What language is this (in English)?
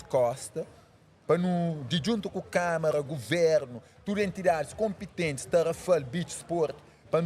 Kabuverdianu